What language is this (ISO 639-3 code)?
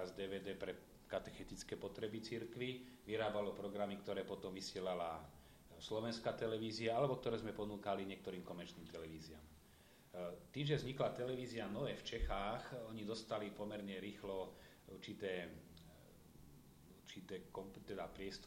slk